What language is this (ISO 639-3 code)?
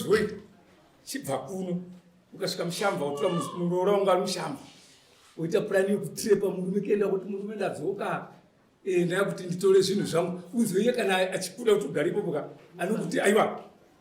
sna